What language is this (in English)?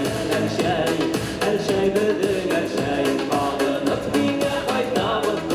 Bashkir